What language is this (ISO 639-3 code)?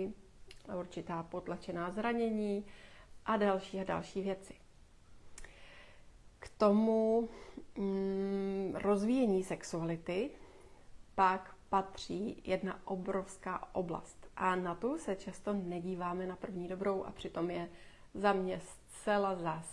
ces